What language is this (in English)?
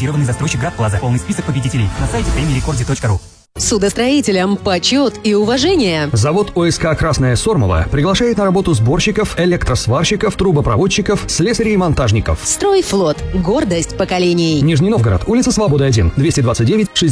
Russian